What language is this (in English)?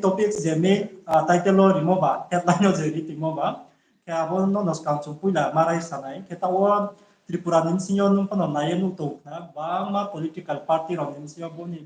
Riang (India)